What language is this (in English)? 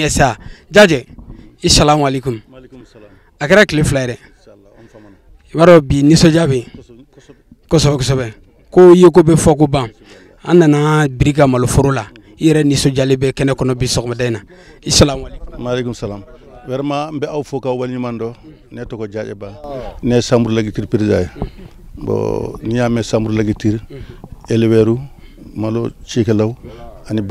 Bambara